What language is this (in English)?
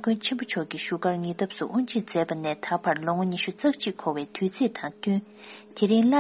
Tibetan